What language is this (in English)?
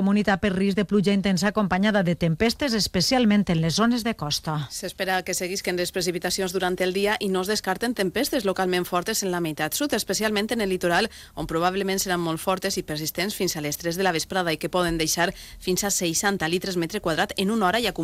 Catalan